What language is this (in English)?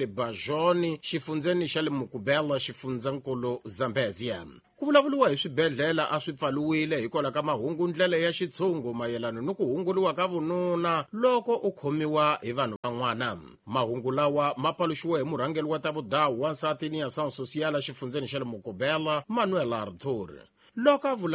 Tsonga